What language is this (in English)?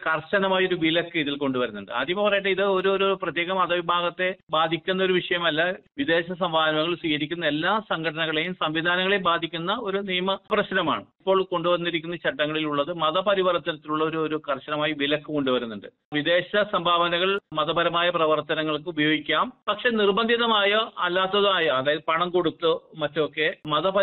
Malayalam